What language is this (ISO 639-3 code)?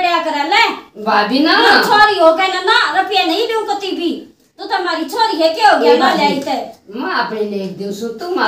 bgc